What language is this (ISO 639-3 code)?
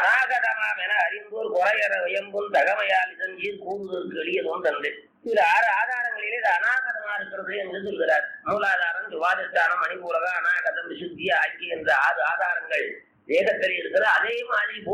tam